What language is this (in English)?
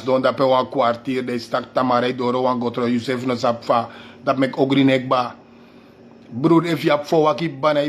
Sranan Tongo